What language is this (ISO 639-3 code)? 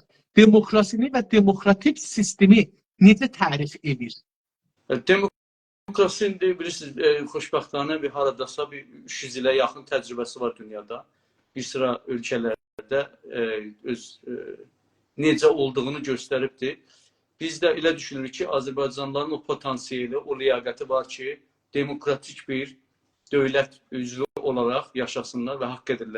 azb